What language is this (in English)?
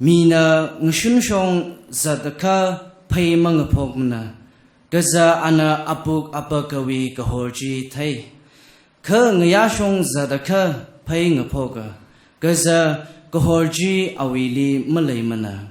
Tangkhul Naga (India)